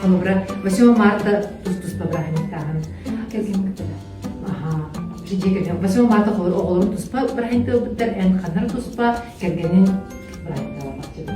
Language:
Yakut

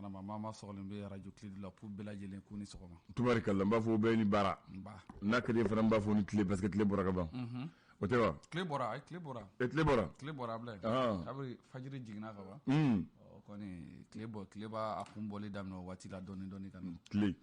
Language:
Bambara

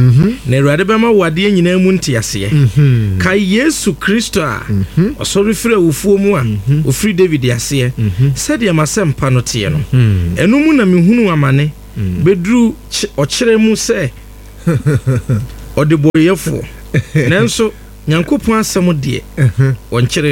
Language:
Akan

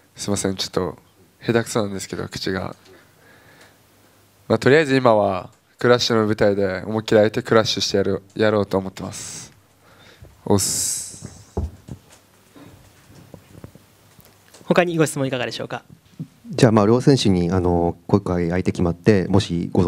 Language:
Japanese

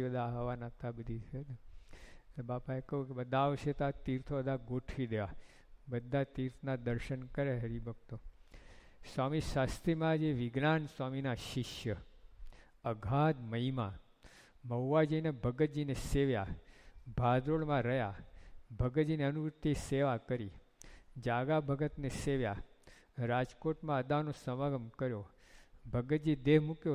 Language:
Gujarati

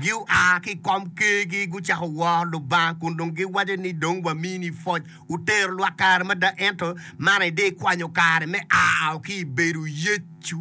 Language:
Acoli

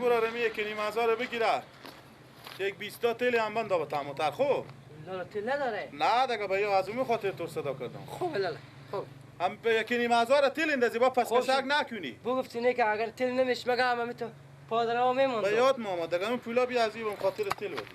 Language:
Persian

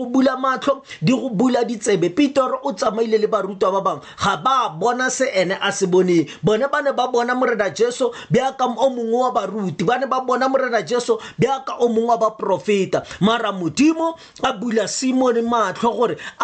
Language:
Tswana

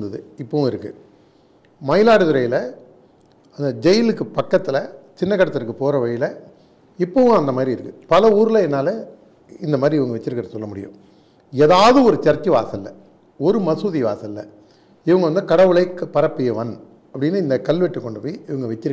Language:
Tamil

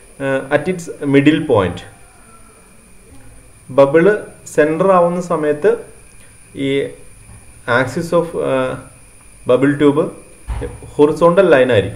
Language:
Malayalam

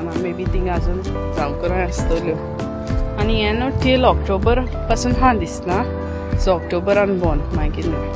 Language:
Konkani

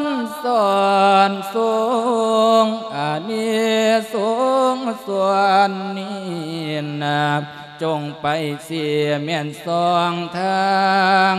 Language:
Lao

